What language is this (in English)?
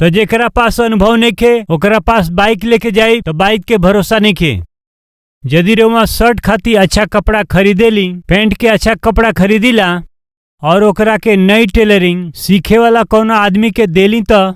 Bhojpuri